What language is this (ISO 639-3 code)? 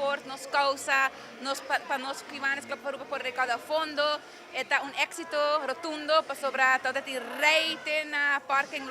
pap